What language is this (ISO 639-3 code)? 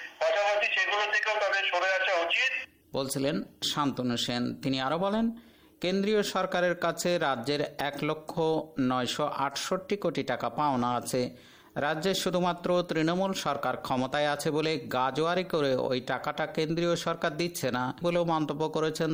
ben